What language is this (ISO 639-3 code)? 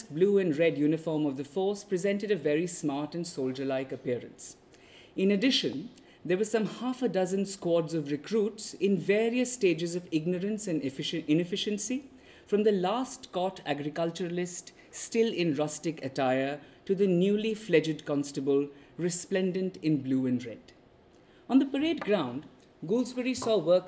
eng